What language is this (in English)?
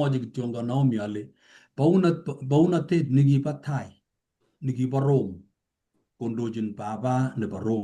Kalenjin